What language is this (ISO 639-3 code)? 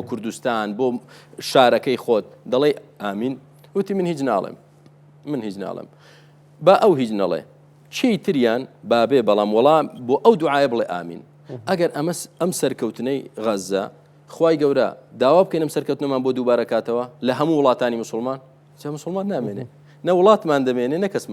ckb